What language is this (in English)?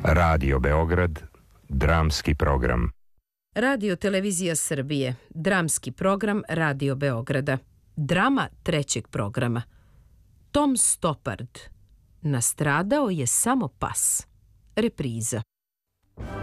Serbian